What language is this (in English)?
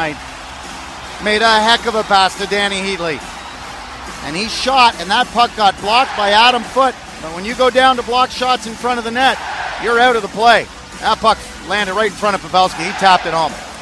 English